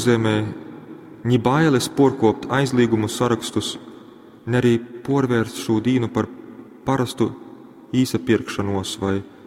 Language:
Latgalian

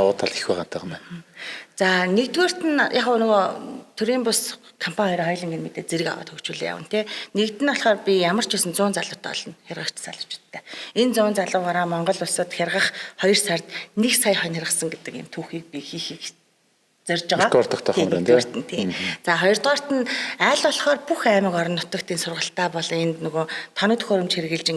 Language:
Mongolian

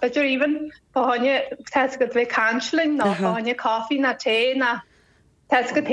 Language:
Irish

